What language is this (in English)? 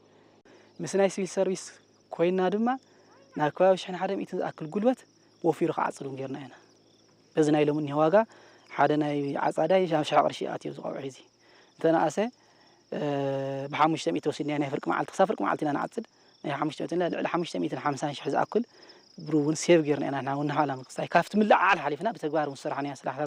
Tigrinya